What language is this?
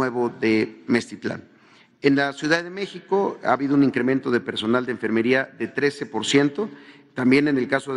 Spanish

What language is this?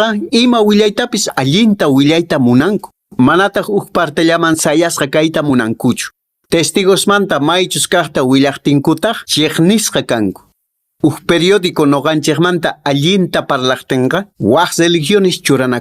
Quechua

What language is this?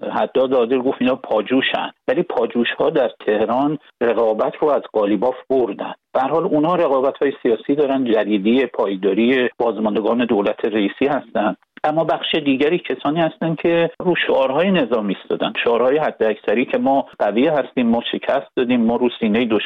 Persian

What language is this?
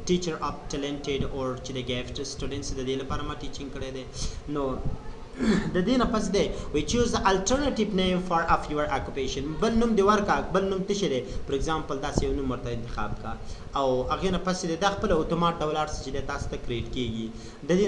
Pashto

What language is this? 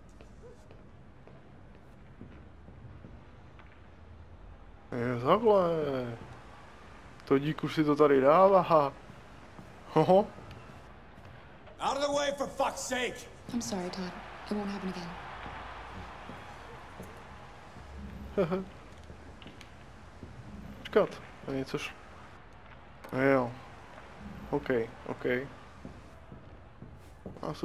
Czech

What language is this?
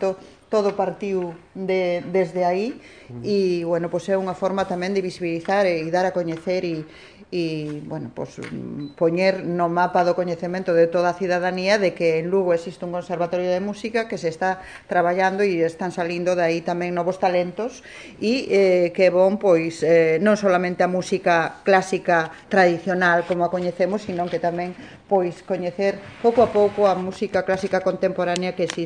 Galician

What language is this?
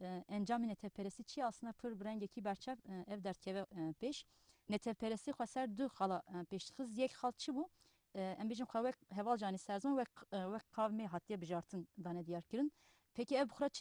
Kurdish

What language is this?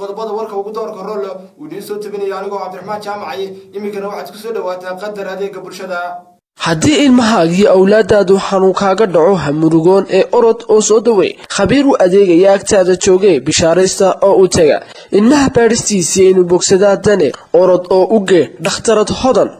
Somali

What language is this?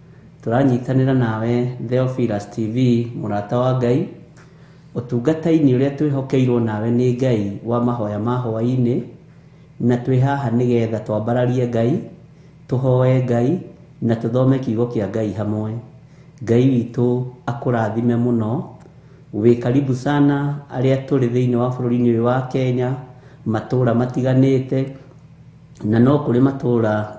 Kikuyu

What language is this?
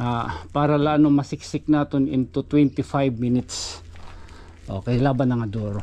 Waray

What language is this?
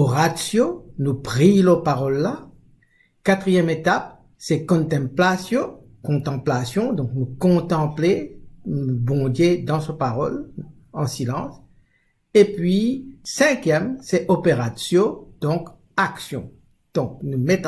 Morisyen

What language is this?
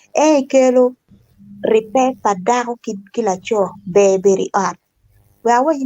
Acoli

